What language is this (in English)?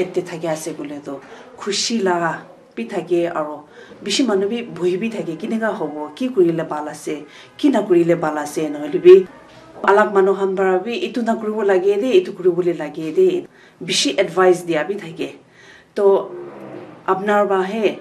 Naga Pidgin